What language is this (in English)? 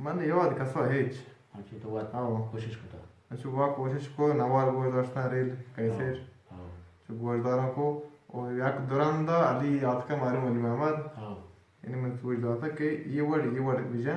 Eastern Balochi